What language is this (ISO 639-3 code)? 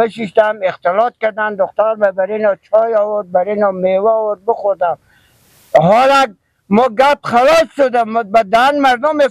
fas